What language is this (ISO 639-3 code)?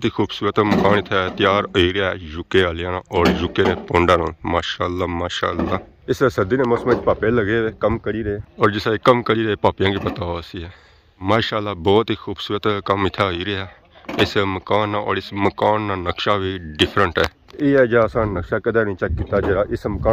phr